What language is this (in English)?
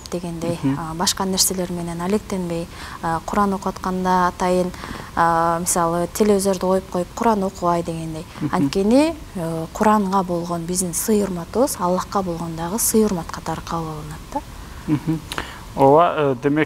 Kyrgyz